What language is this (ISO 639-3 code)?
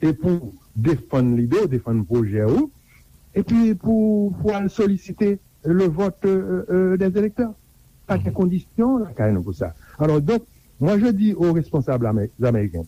hat